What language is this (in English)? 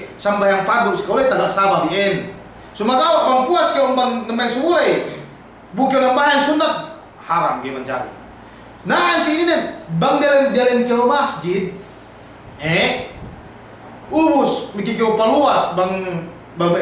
Yakan